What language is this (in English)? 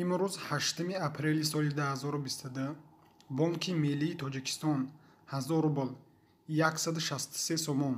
Tajik